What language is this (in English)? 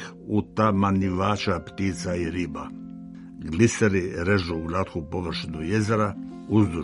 Croatian